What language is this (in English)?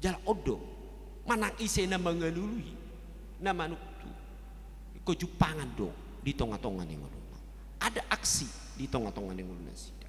Batak Toba